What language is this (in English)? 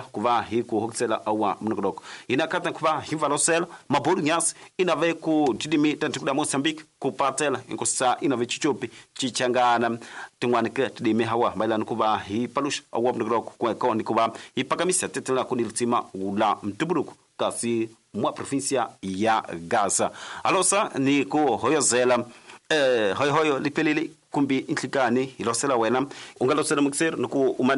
Tsonga